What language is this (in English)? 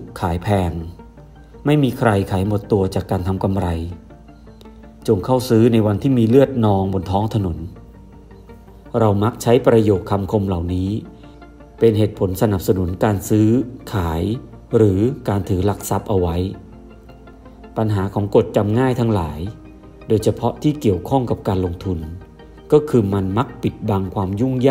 Thai